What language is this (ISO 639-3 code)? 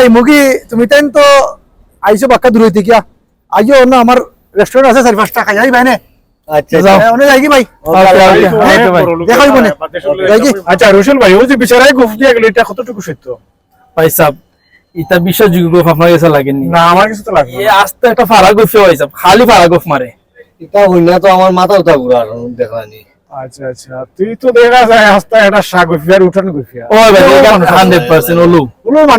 syl